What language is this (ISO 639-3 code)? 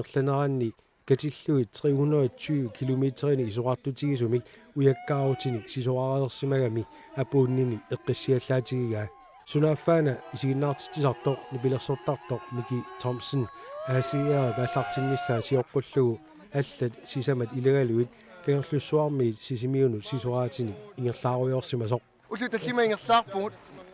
kal